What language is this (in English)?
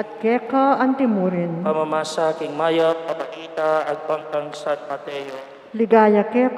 Pampanga